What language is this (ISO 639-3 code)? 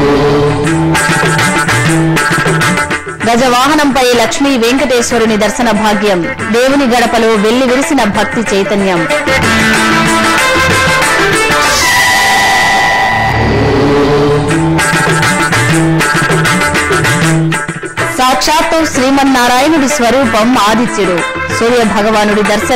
tel